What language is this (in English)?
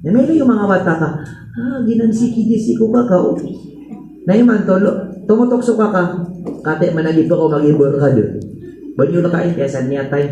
Maranao